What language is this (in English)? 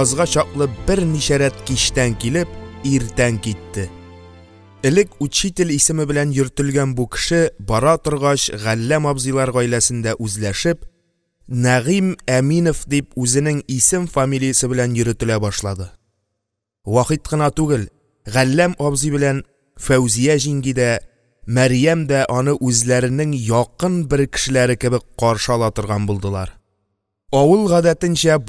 Tatar